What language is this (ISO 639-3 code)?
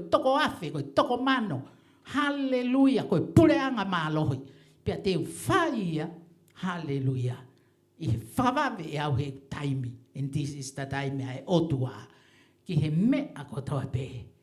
ton